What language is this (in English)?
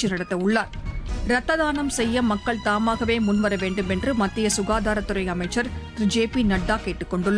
Tamil